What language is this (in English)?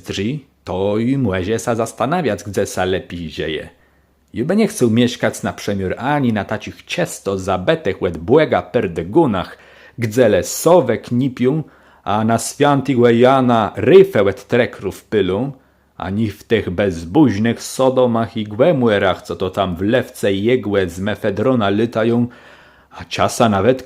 Kashubian